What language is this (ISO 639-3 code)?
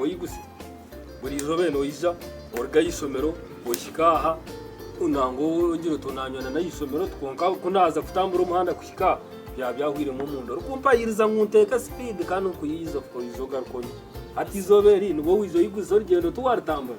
nyn